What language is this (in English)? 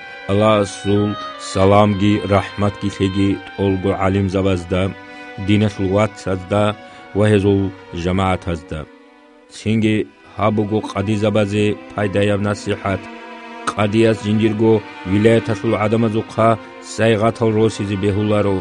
Avaric